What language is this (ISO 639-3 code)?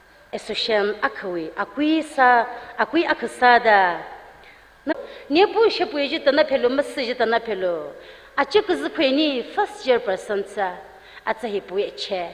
nmf